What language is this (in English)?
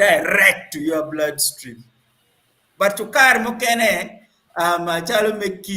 Acoli